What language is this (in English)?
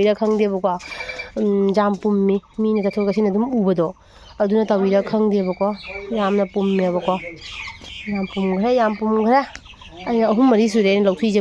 Manipuri